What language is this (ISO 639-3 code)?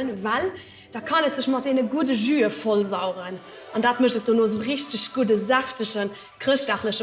ltz